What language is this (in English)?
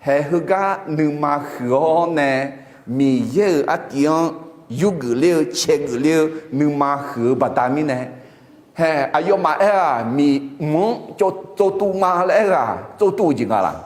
Akha